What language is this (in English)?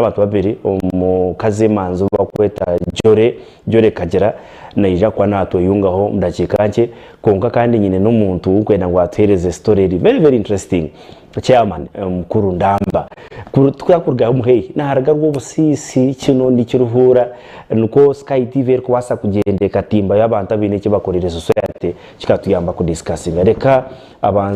Nyankole